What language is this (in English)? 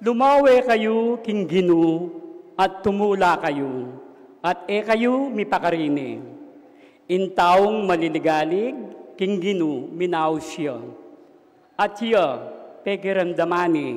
Pampanga